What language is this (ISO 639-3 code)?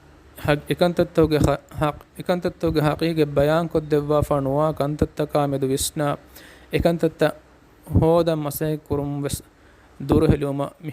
div